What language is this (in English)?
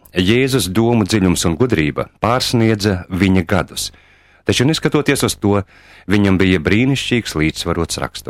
Latvian